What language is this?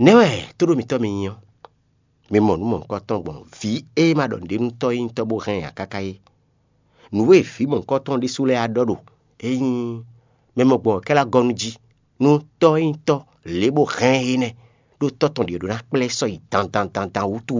Fon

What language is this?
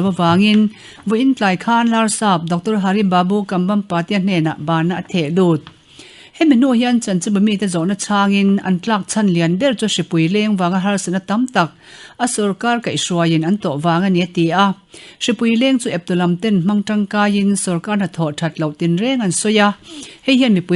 Mizo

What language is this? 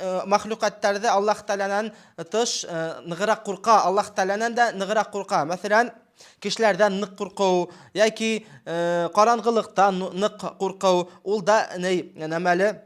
Bashkir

